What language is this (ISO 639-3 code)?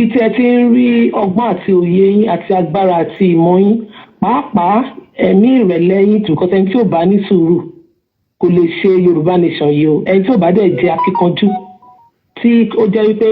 yor